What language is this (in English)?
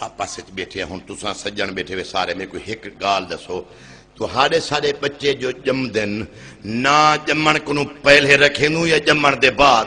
Saraiki